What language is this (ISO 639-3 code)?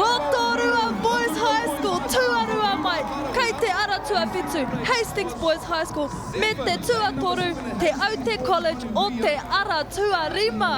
mri